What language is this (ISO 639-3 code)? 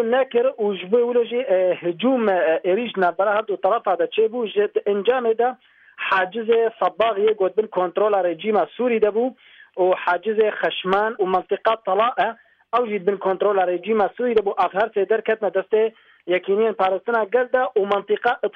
kur